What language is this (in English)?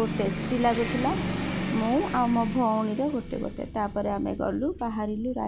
Odia